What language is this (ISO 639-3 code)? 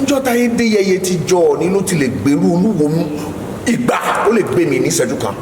yor